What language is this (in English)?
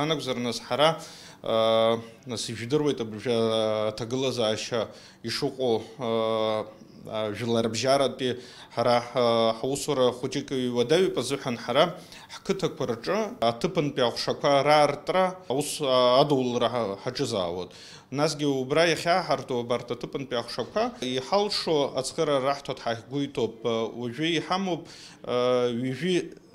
Abkhazian